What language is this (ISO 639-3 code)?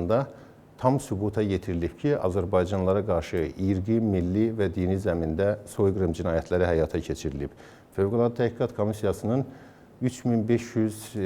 aze